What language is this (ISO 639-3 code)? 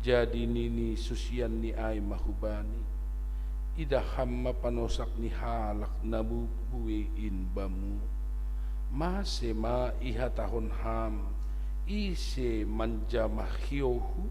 bts